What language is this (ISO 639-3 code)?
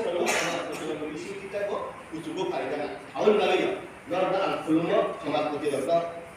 trp